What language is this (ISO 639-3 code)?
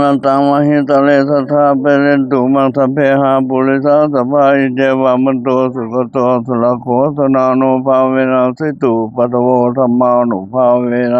pli